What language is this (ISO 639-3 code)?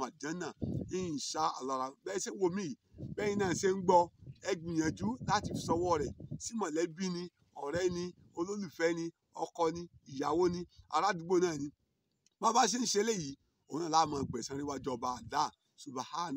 yor